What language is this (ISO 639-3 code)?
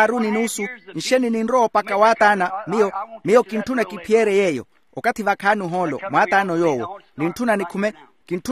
vmw